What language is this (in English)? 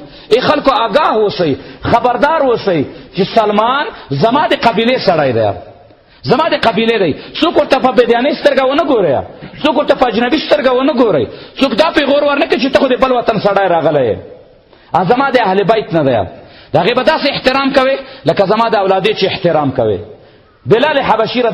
Pashto